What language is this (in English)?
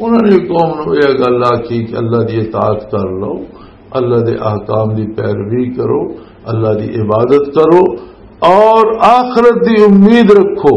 Western Panjabi